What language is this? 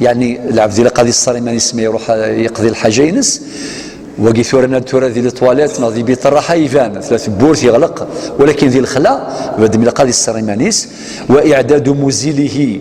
Kabyle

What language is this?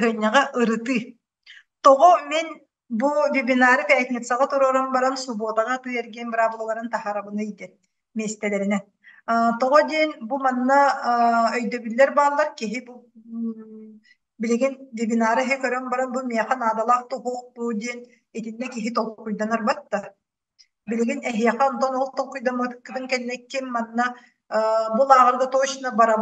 Yakut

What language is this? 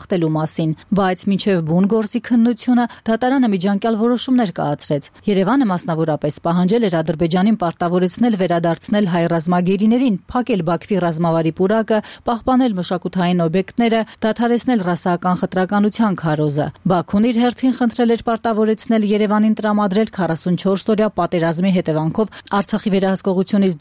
Armenian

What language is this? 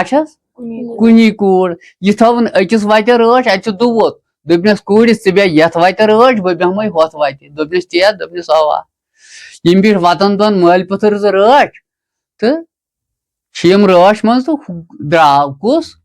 Kashmiri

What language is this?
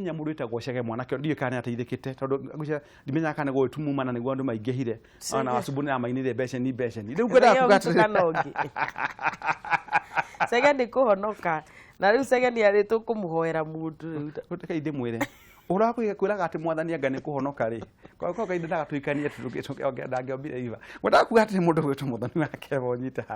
Kikuyu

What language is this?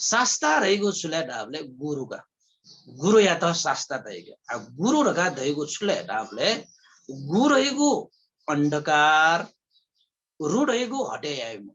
Newari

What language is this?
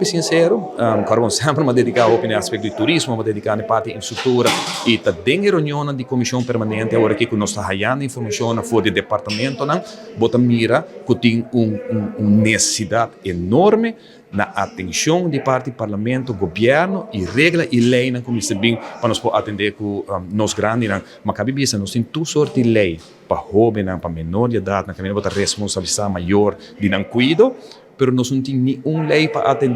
Papiamento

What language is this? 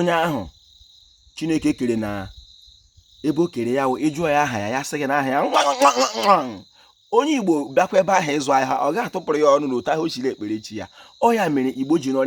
Igbo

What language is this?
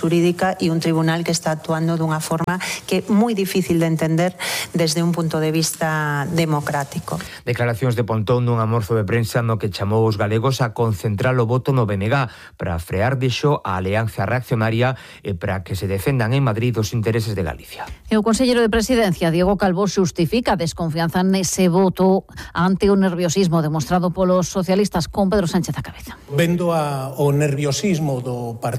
Galician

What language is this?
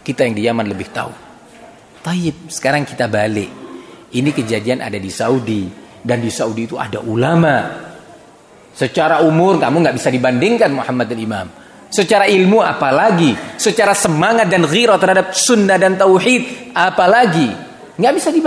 Indonesian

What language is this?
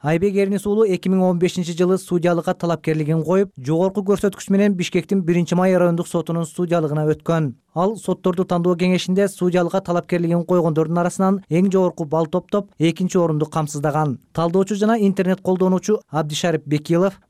Kyrgyz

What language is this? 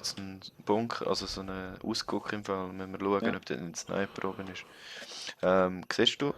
Swiss German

